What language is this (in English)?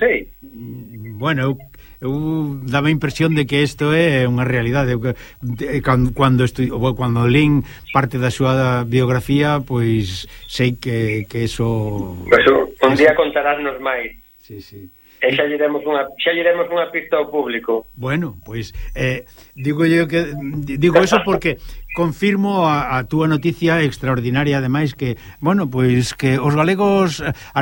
Galician